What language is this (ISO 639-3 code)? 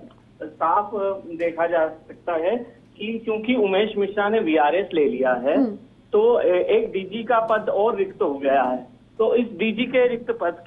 hin